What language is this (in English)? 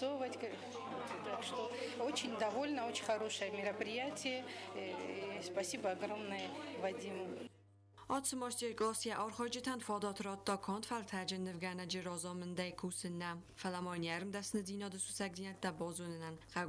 Ossetic